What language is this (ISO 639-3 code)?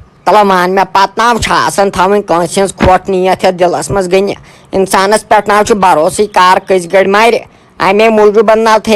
kas